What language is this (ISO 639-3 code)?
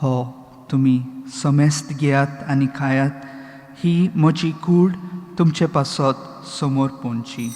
kok